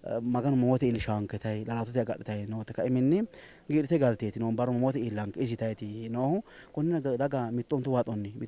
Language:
Sidamo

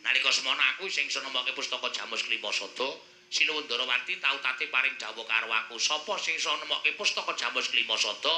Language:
Javanese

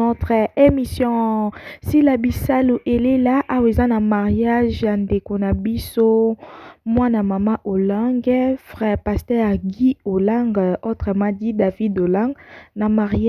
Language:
Lingala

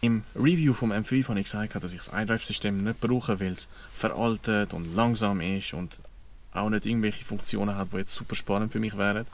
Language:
Swiss German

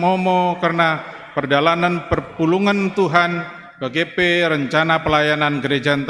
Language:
Batak Karo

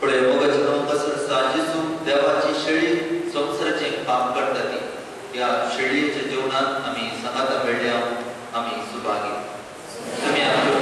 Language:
Konkani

